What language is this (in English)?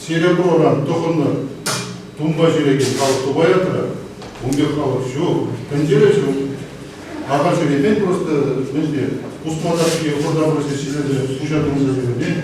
Chuvash